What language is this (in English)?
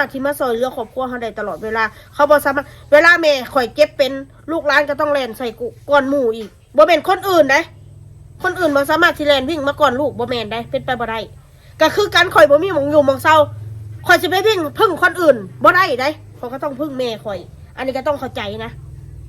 Northeastern Thai